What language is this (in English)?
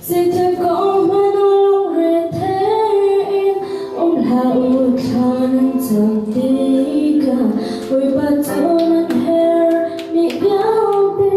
Hakha Chin